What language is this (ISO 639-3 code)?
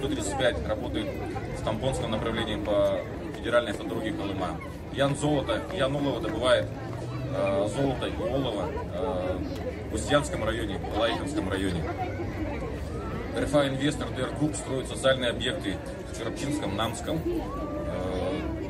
rus